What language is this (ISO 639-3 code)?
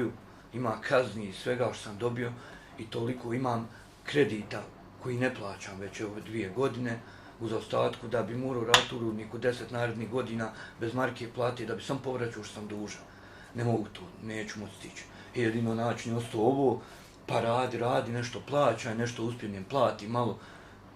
bos